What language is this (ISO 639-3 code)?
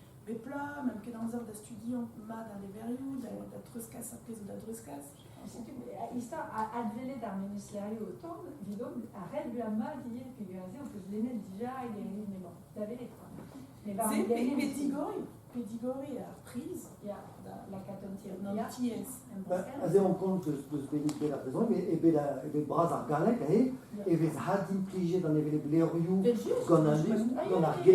bre